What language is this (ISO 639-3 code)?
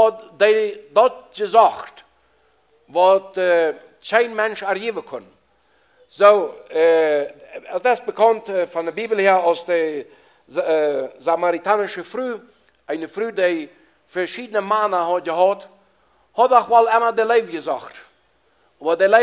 pdt